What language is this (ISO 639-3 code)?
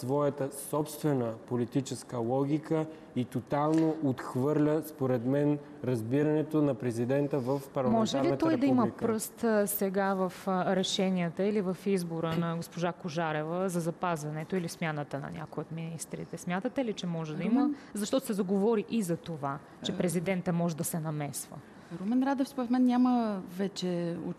bul